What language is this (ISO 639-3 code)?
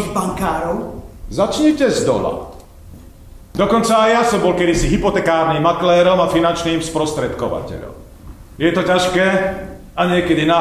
slk